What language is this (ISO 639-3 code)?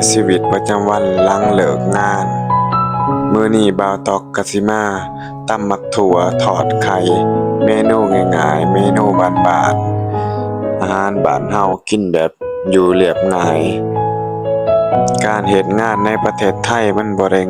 lao